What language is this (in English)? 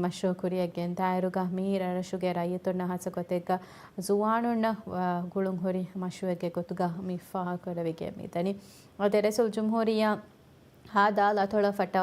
Divehi